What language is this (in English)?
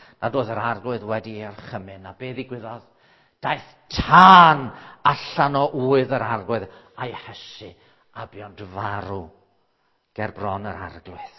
Welsh